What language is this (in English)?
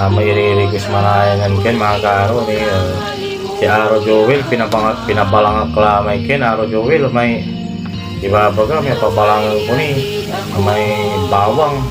Pangasinan